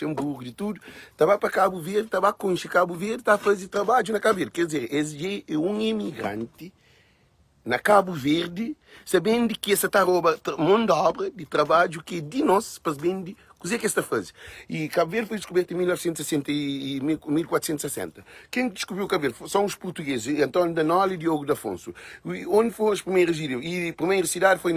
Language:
Kabuverdianu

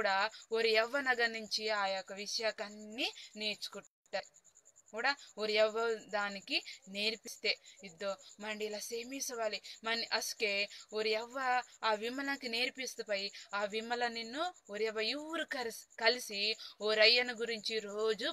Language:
Koya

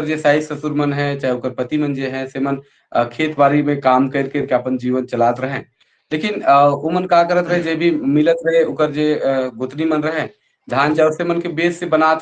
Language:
Sadri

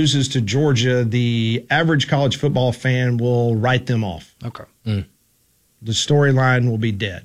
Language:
English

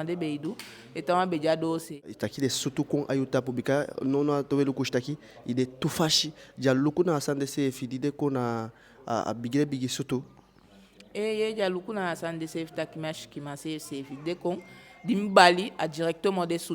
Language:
Eastern Maroon Creole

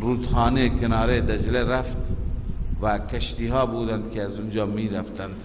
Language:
Persian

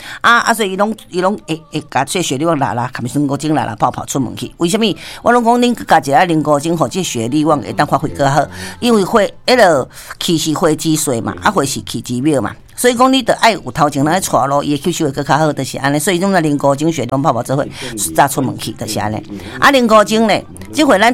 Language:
Min Nan Chinese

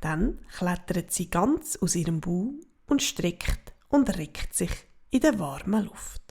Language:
Swiss German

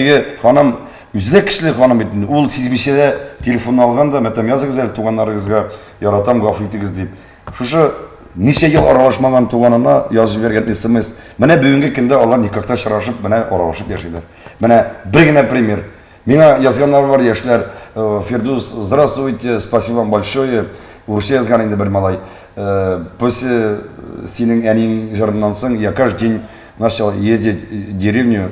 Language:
Tatar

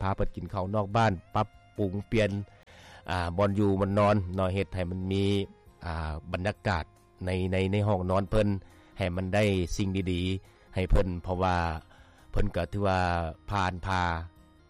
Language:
Lao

